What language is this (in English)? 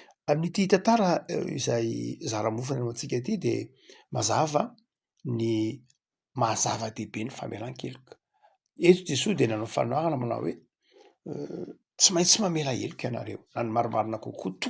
Malagasy